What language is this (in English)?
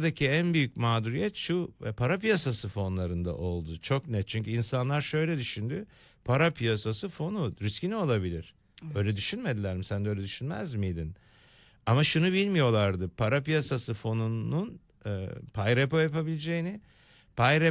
Turkish